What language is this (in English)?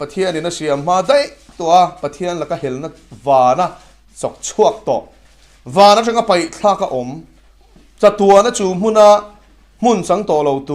Mizo